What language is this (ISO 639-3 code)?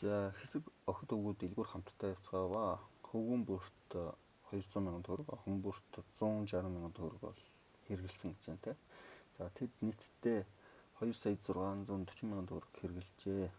mon